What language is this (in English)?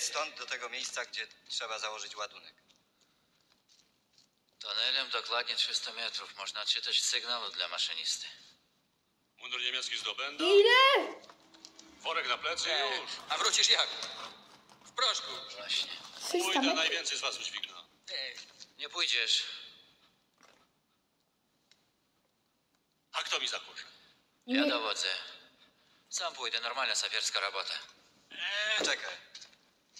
Polish